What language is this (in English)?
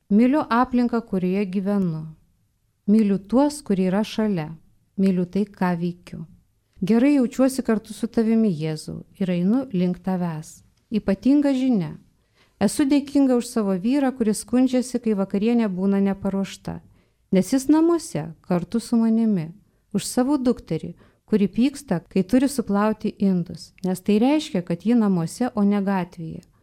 Lithuanian